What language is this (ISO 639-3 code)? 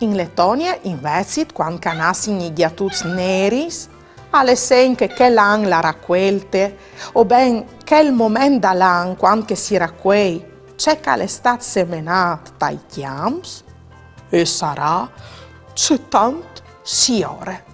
fur